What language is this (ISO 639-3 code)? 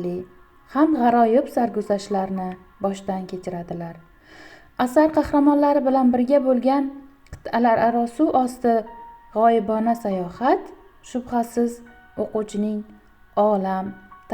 uzb